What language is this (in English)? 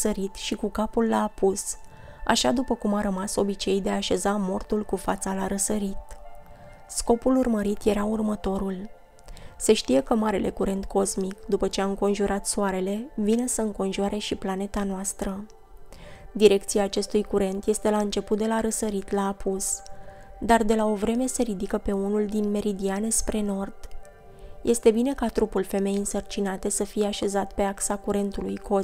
Romanian